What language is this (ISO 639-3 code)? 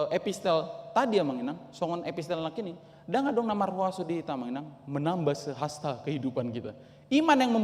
bbc